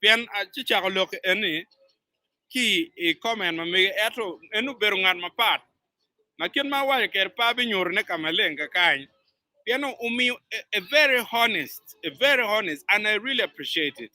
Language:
Acoli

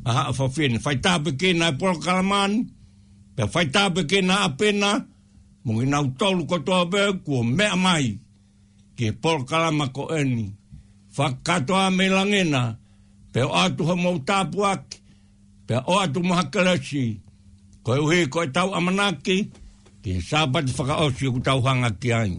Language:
Tongan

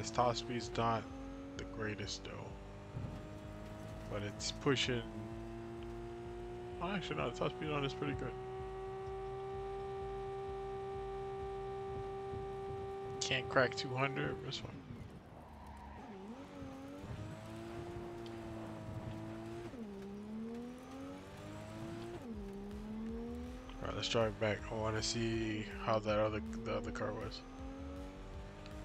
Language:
English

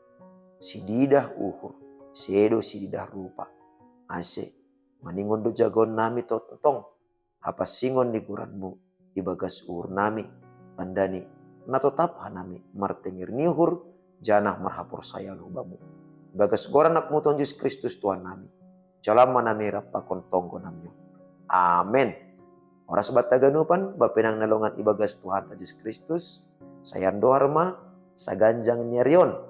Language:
Batak Simalungun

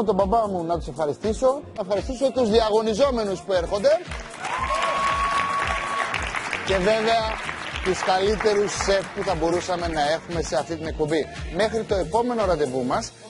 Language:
Greek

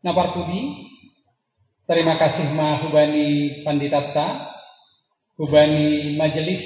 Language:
Batak Simalungun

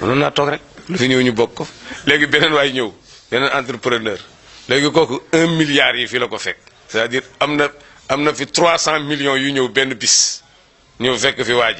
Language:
Wolof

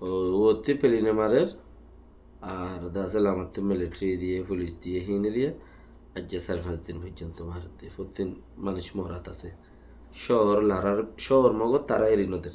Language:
Rohingya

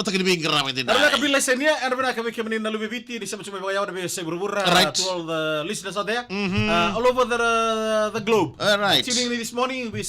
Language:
Fijian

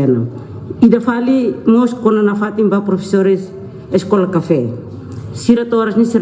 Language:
Tetum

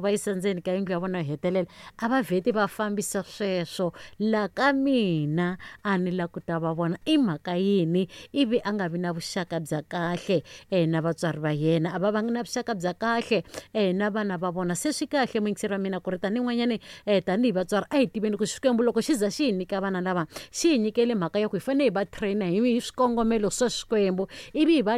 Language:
Tsonga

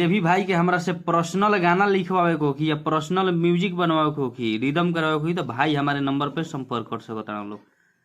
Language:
Bhojpuri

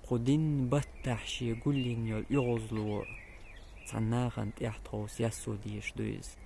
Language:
Chechen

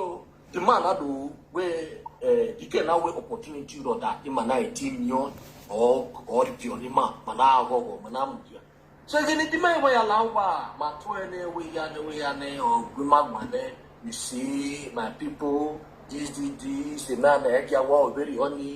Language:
Nigerian Pidgin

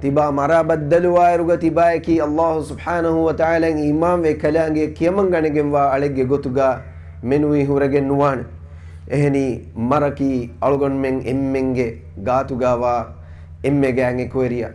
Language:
Divehi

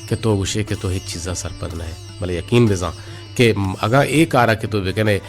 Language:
Baluchi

